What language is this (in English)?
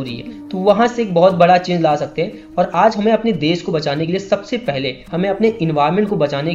Hindi